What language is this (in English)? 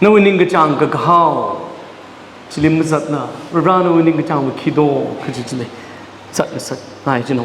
Tangkhul Naga (India)